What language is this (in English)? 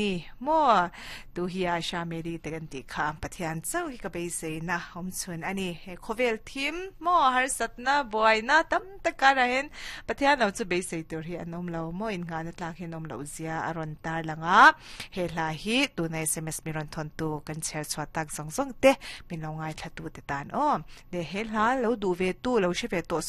Mizo